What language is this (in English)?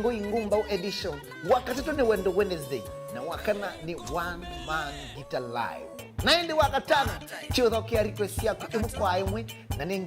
Kamba